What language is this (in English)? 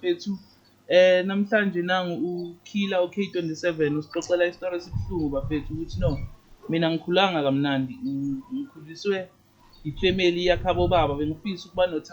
Zulu